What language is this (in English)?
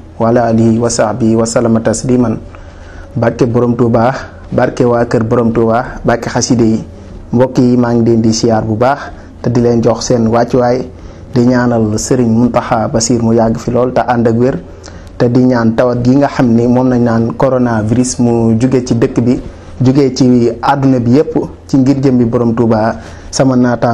Wolof